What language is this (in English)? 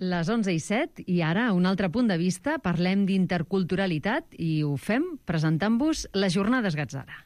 Catalan